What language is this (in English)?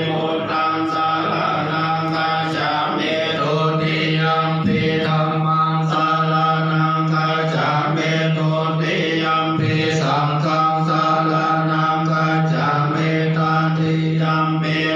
Pali